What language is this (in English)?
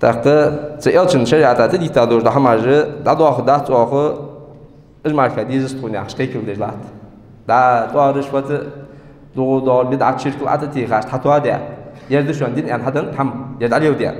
Ingush